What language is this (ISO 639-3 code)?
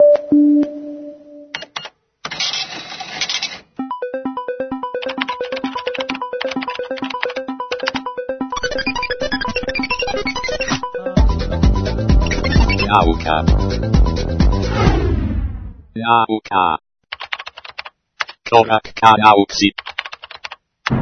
srp